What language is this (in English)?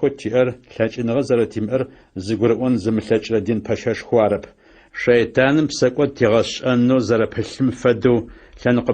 Adyghe